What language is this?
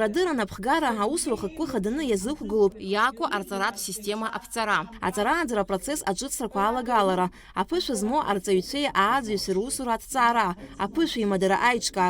Abkhazian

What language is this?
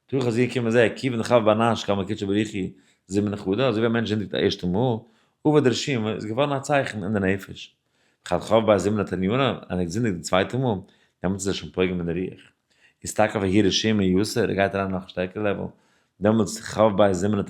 Yiddish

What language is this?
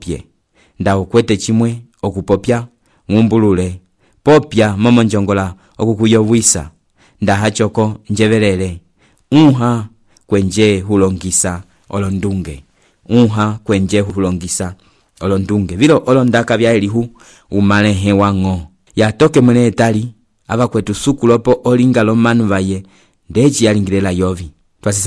Umbundu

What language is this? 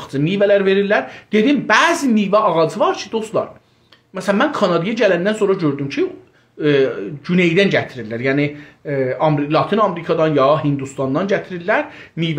South Azerbaijani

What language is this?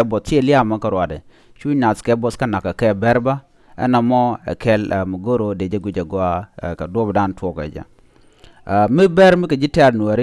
Nuer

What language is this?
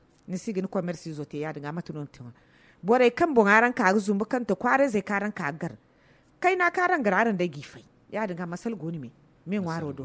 Zarma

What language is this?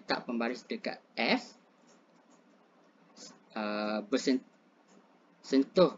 Malay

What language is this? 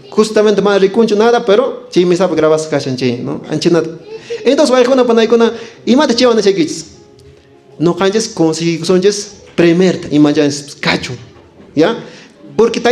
Quechua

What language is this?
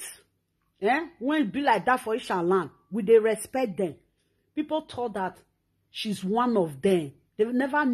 Nigerian Pidgin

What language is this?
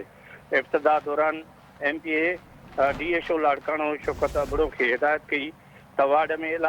Sindhi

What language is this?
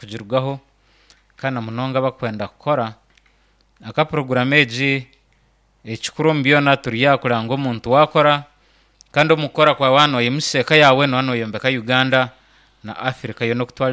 Nyankole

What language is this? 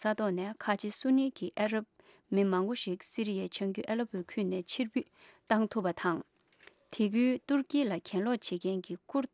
Tibetan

